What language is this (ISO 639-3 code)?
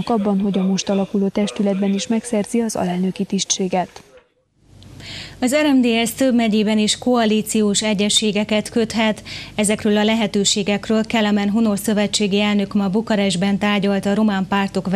hun